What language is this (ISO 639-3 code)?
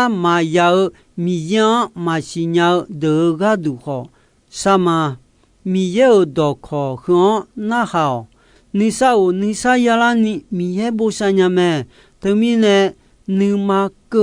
ahk